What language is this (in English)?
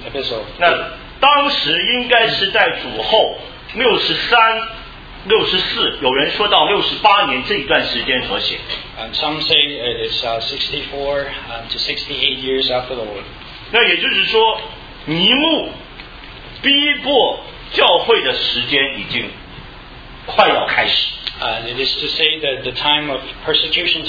Chinese